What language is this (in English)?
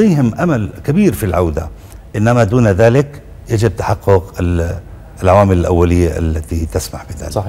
Arabic